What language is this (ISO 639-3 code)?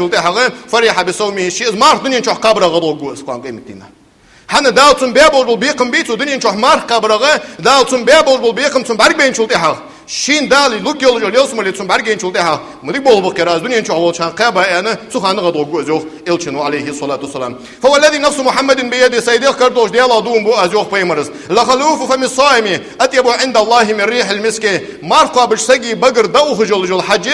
inh